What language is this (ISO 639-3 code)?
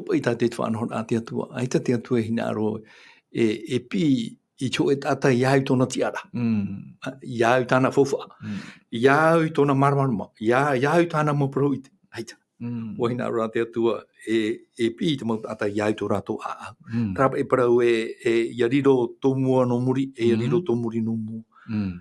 tah